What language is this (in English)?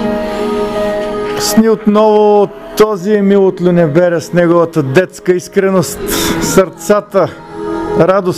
Bulgarian